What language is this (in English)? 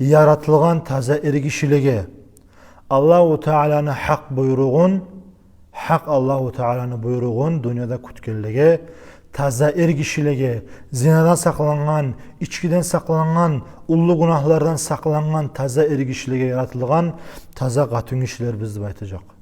Kumyk